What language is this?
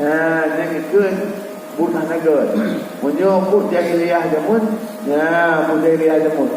Achinese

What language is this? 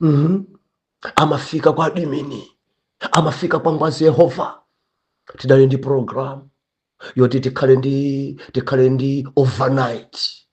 Nyanja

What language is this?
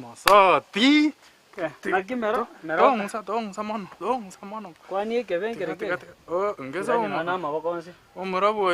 Gusii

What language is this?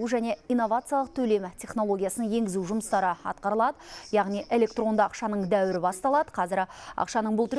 Kazakh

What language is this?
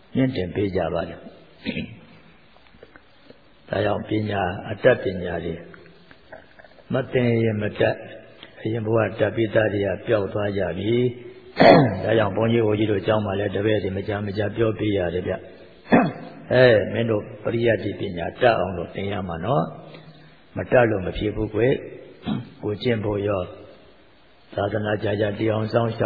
Burmese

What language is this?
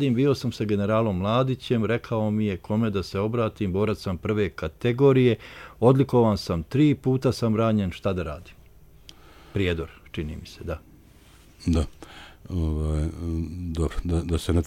Bosnian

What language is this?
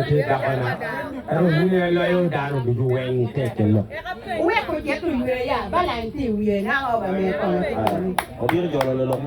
Acoli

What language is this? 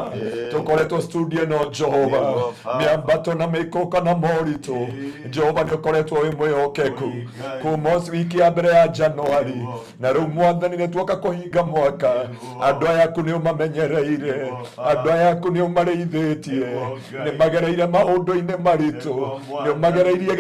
Kikuyu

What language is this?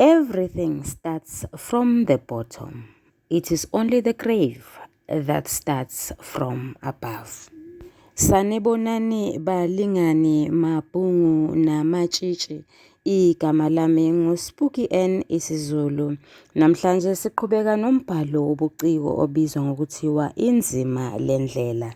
Zulu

